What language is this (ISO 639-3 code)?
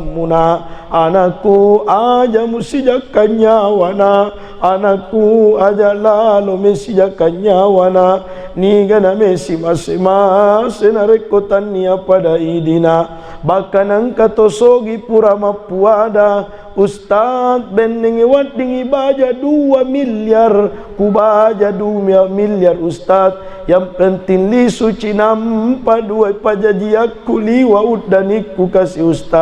bug